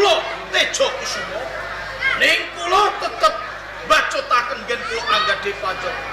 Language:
Javanese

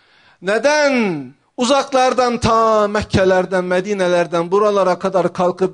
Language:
Turkish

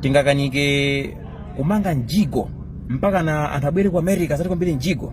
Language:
Nyanja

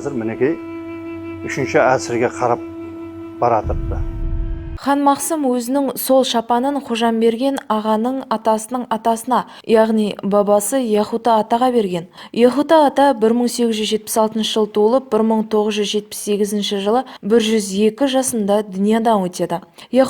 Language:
Kara-Kalpak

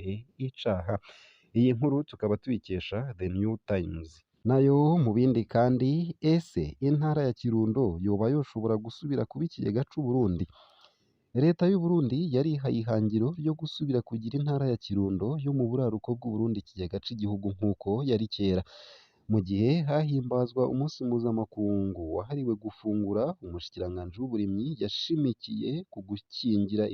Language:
Rundi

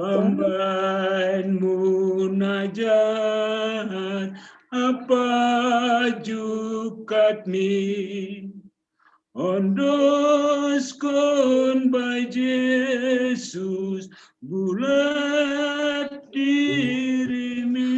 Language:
Batak Simalungun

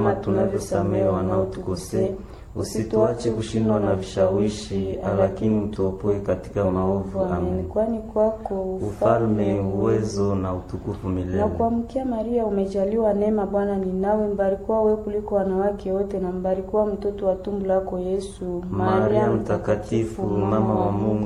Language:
Swahili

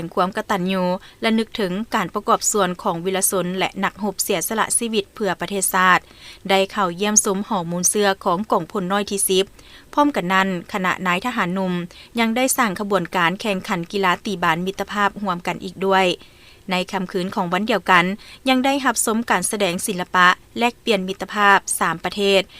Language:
Lao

